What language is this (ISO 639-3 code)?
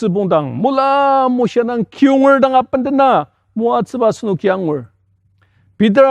njo